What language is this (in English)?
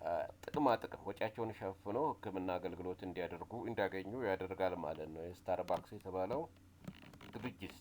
Amharic